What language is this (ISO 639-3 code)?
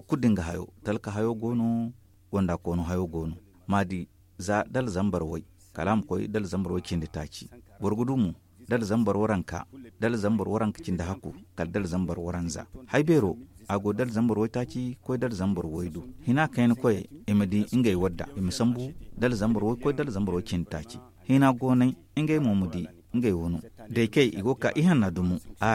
dje